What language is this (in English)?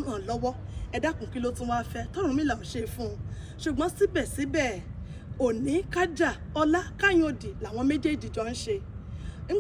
Yoruba